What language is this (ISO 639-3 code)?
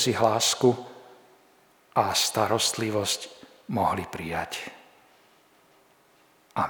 slk